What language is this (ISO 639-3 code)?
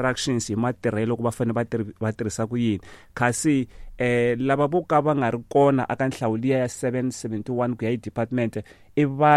tso